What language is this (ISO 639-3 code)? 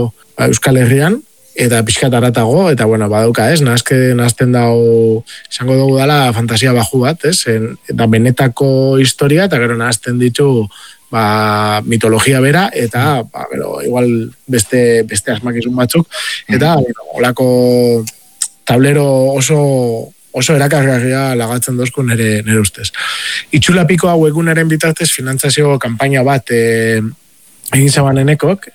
eus